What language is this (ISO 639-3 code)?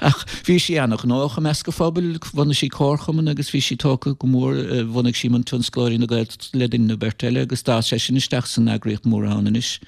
gle